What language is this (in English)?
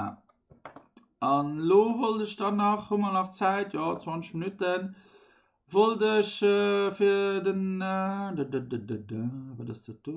Luxembourgish